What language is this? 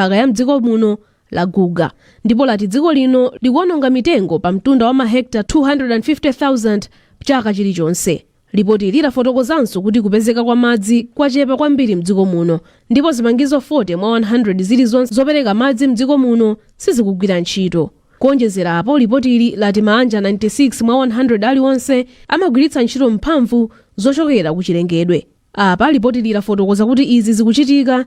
Nyanja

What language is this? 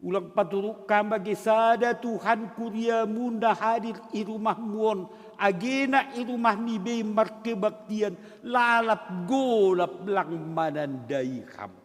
Batak Simalungun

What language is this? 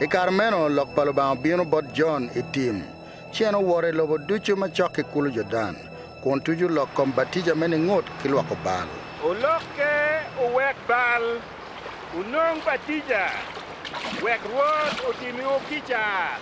Acoli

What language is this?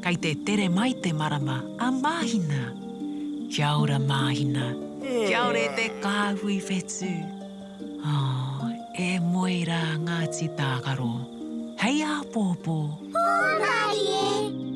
Māori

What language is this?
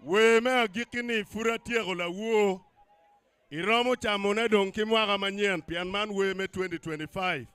Acoli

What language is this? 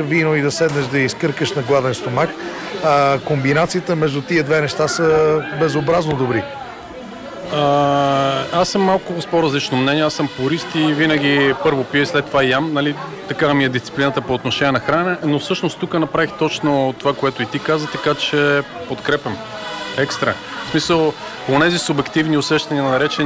Bulgarian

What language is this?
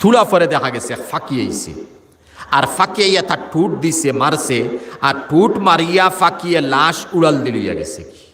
Sylheti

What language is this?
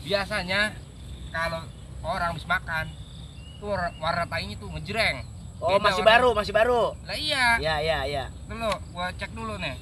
Betawi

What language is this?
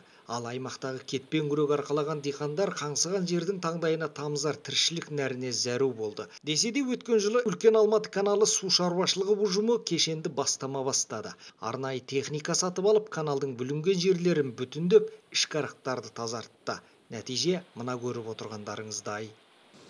Kazakh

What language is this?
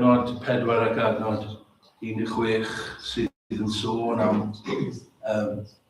Welsh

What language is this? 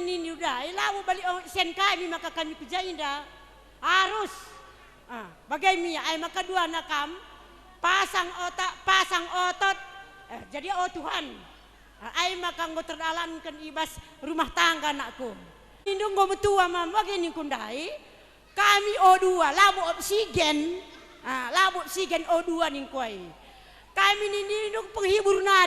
Batak Karo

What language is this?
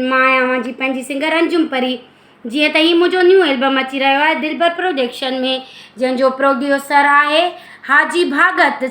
Sindhi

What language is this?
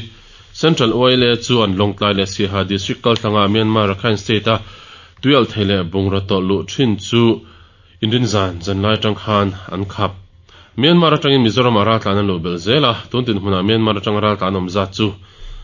Mizo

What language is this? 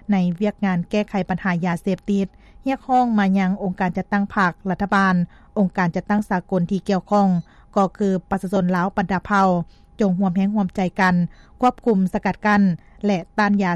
Lao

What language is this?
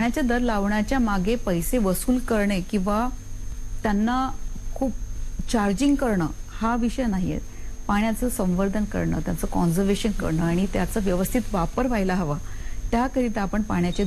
Marathi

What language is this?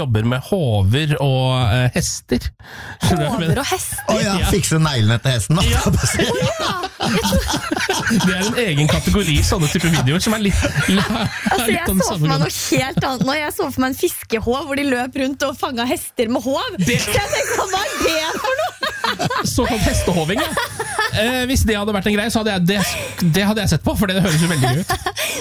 Norwegian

